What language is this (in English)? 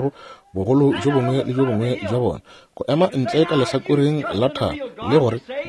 Northern Sotho